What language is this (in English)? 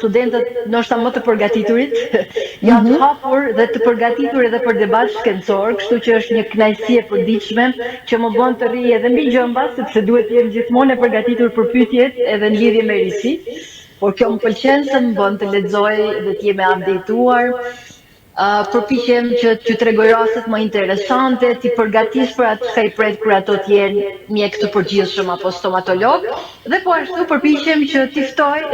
Albanian